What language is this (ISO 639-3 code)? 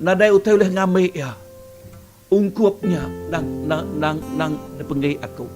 iba